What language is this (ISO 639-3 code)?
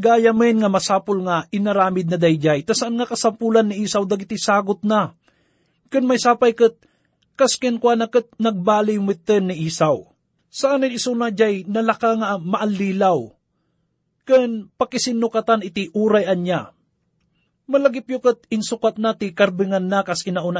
ilo